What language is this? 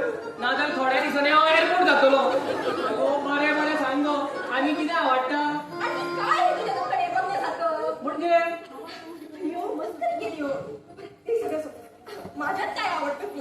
Konkani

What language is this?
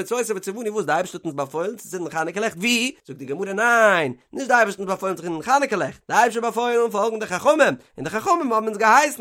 Yiddish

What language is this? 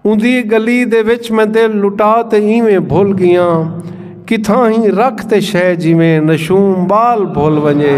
Saraiki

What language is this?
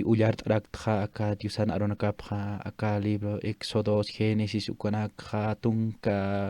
Aymara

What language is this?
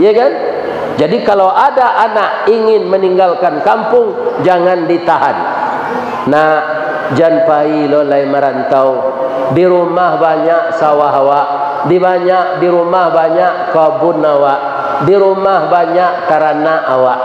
Minangkabau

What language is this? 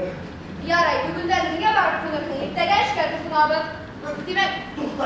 Bashkir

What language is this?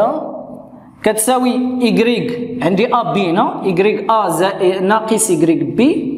Moroccan Arabic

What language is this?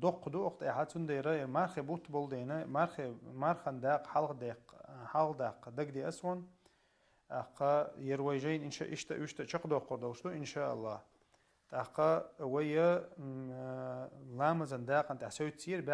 Chechen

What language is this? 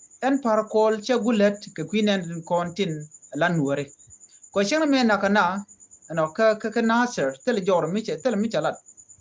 Nuer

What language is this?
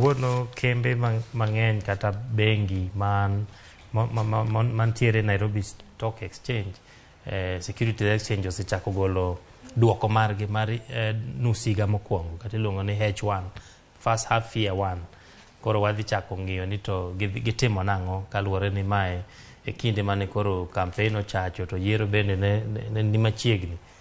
Luo (Kenya and Tanzania)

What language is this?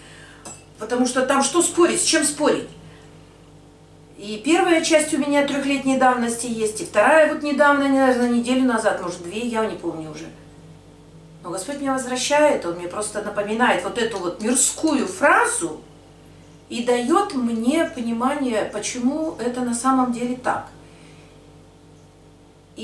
Russian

